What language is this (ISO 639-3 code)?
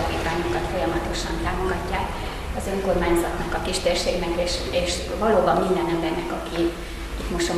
hun